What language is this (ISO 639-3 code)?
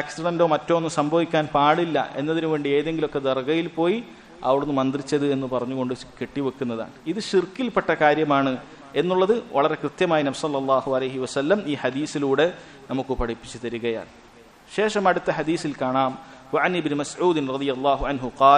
mal